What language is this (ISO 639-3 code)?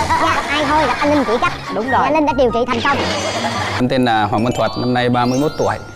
vie